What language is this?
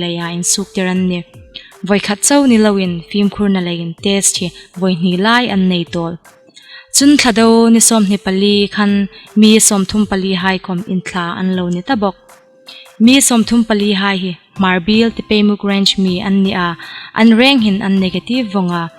Hmar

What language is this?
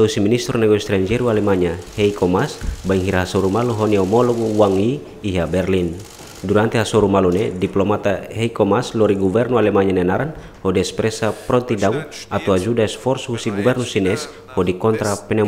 Tetum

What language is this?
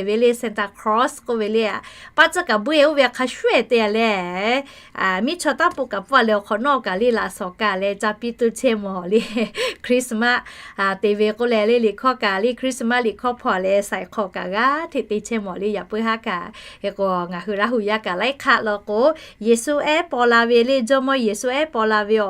Lahu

